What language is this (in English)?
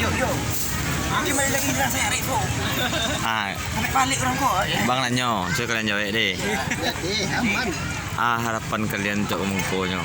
Minangkabau